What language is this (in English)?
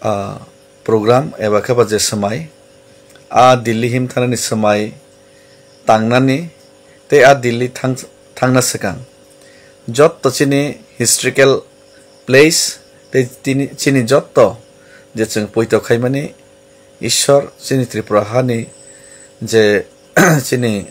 Kok Borok